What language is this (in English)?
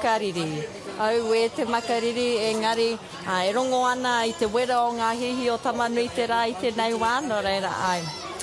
Māori